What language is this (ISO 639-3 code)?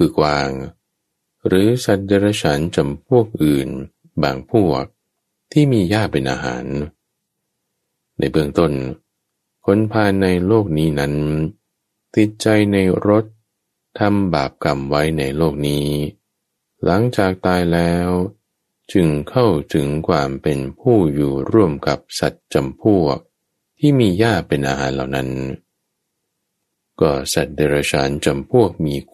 tha